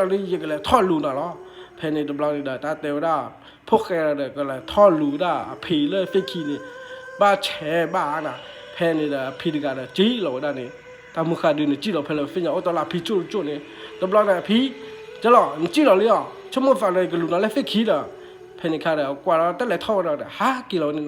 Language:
S'gaw Karen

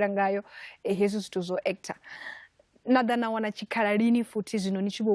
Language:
Venda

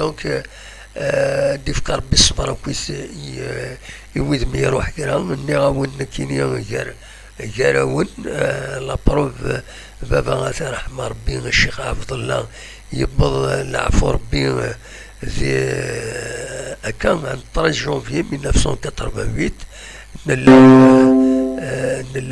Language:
Kabyle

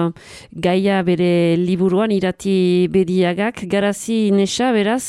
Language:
Basque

